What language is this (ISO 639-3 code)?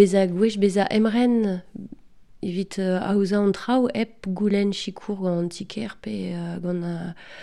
bre